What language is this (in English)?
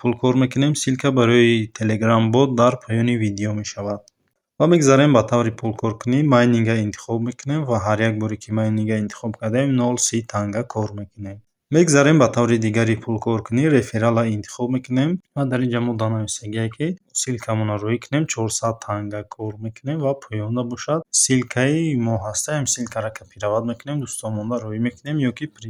Tajik